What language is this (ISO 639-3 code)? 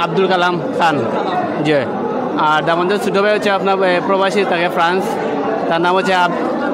syl